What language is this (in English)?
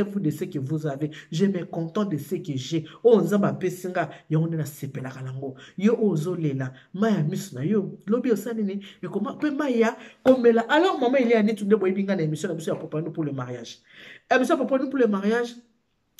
Lingala